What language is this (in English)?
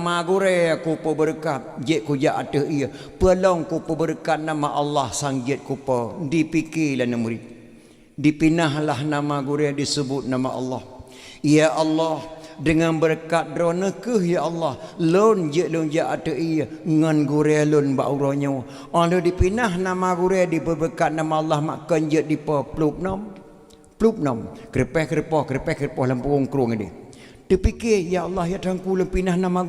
Achinese